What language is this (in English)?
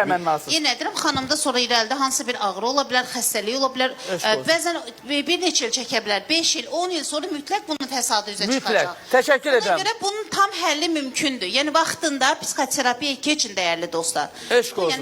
Azerbaijani